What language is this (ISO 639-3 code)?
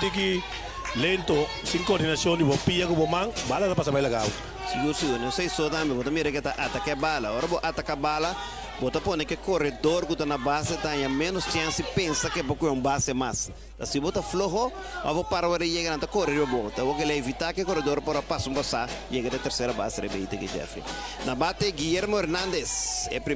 pap